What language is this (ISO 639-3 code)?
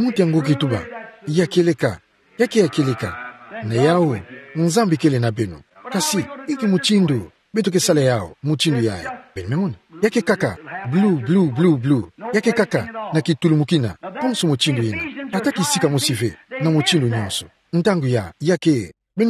ktu